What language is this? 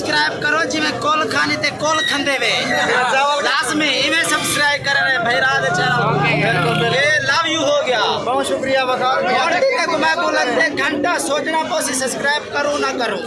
Saraiki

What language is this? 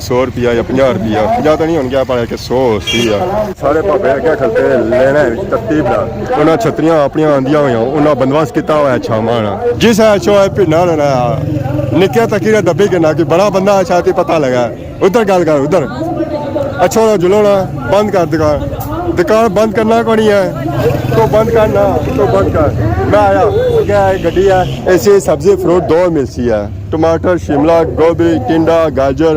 Pahari-Potwari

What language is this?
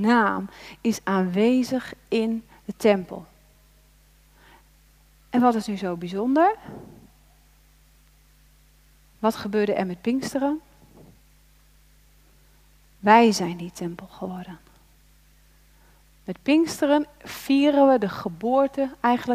Dutch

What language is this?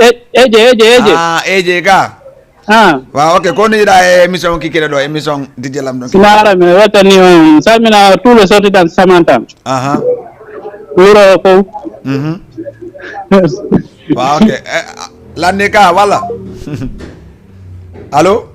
Fula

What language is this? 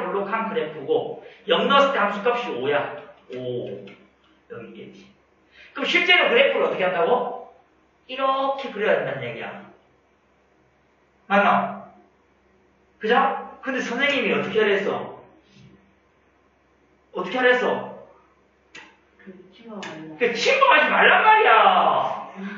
Korean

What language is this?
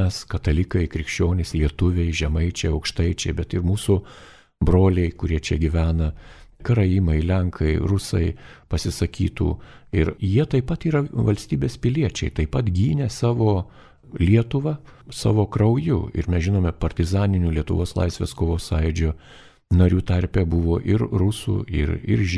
Lithuanian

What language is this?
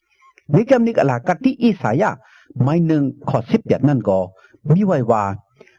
Shan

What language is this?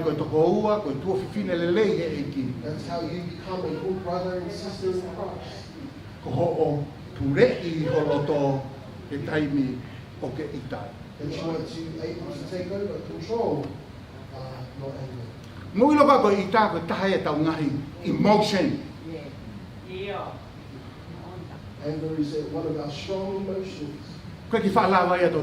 Tongan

